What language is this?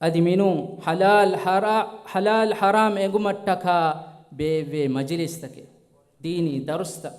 Divehi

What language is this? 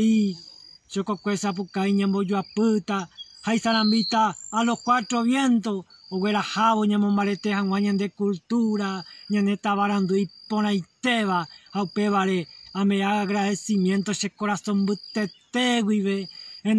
Guarani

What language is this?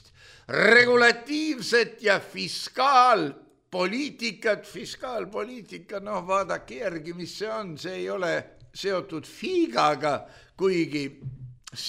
Estonian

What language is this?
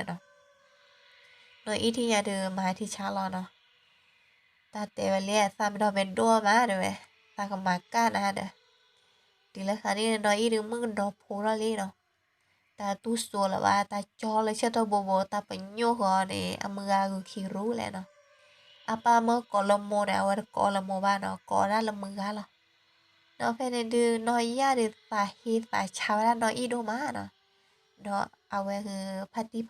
S'gaw Karen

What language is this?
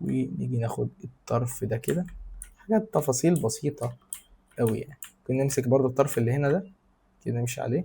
Egyptian Arabic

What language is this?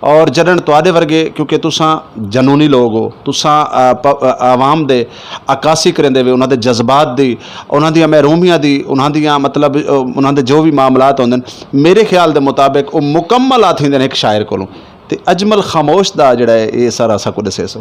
Saraiki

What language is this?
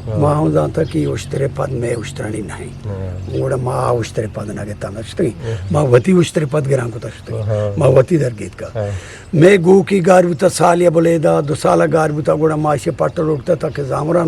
Eastern Balochi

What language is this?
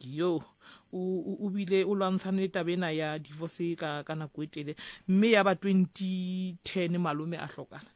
Southern Sotho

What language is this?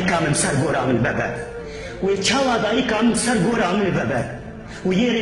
Kurdish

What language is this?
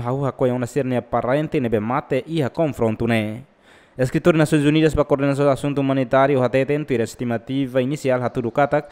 Tetum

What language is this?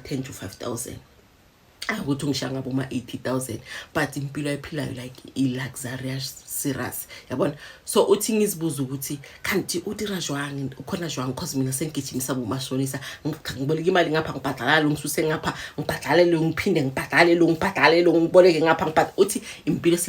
Zulu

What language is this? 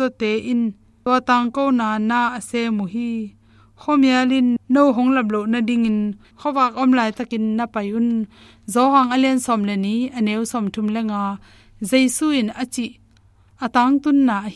Tedim Chin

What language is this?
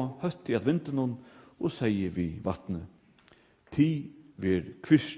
Faroese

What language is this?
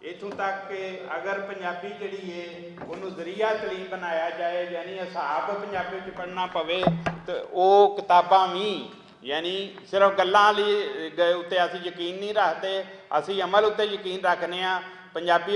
Western Panjabi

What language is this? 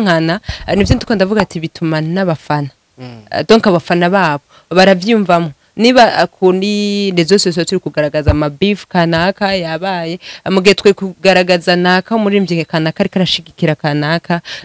Rundi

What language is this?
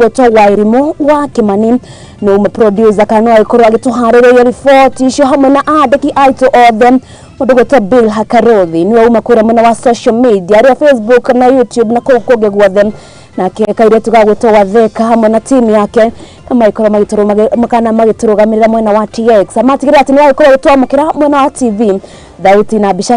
Kikuyu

